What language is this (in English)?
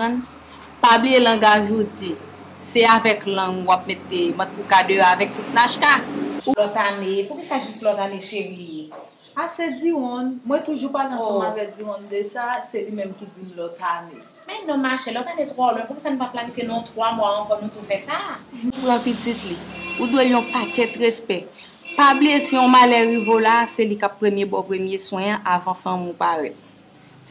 Haitian Creole